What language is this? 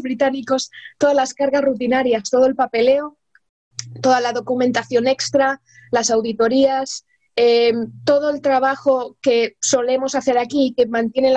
Spanish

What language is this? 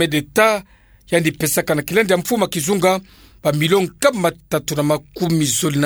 Kituba (Democratic Republic of Congo)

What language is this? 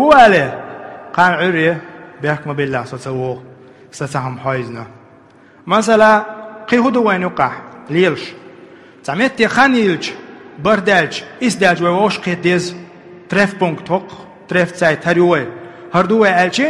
Chechen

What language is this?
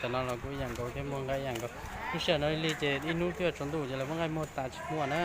Hmong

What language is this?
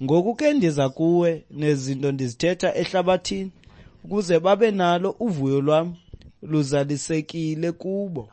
Xhosa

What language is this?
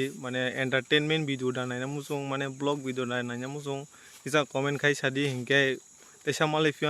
Kok Borok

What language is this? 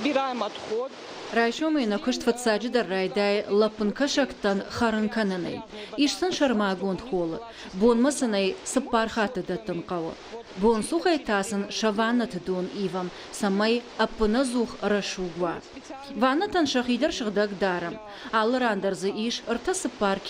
Ossetic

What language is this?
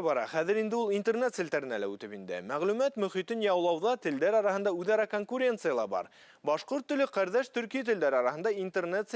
Bashkir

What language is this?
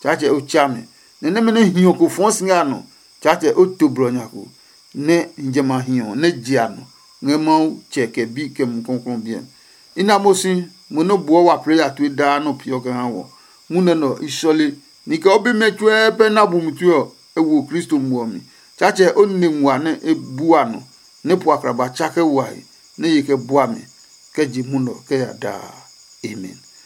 Adangme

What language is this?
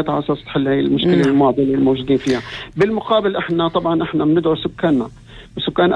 North Levantine Arabic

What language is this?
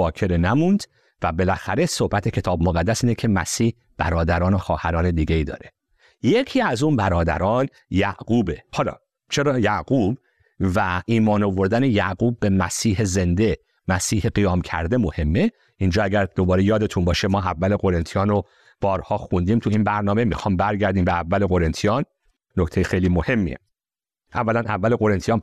Persian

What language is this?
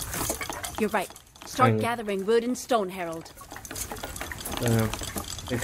Polish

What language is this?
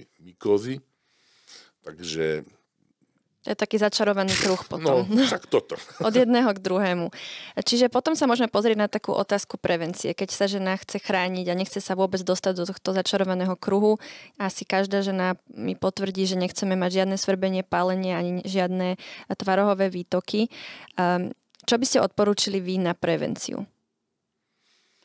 Slovak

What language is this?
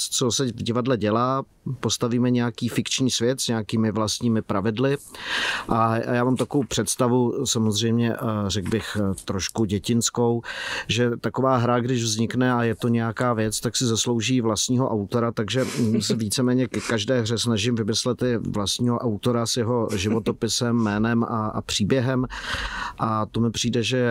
Czech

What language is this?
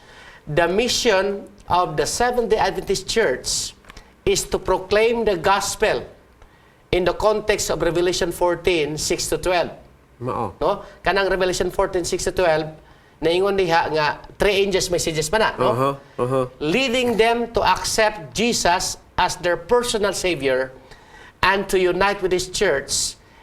Cebuano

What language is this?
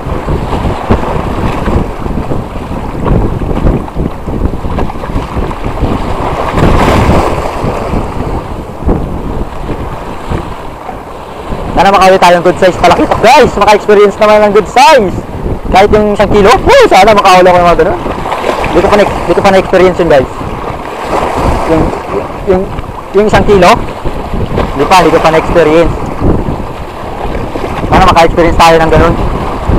Filipino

